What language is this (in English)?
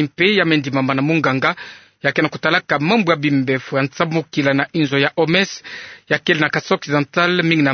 Kituba (Democratic Republic of Congo)